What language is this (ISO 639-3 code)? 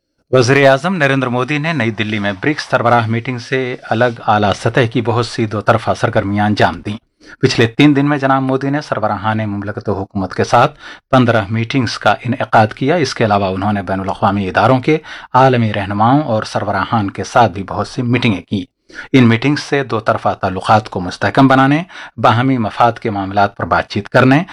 urd